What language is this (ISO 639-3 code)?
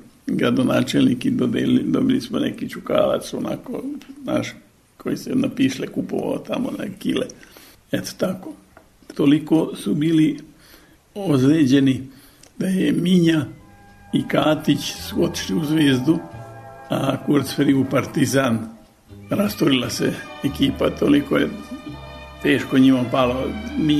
srp